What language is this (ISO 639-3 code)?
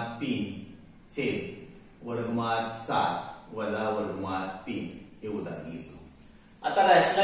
mar